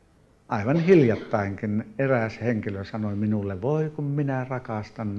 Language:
Finnish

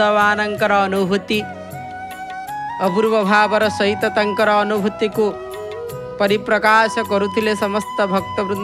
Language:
Odia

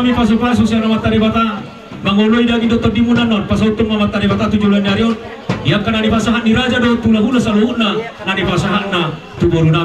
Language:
Batak Toba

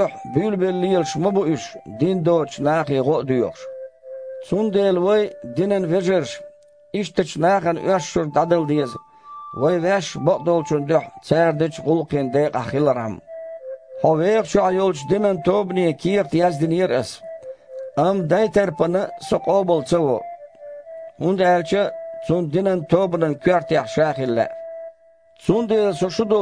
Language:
Chechen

